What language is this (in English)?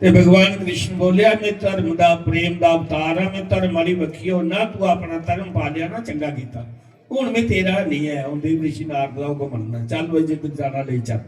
Dogri